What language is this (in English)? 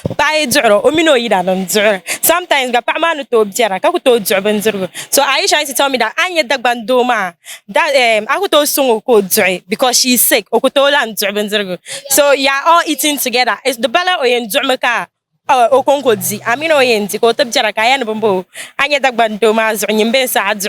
Dagbani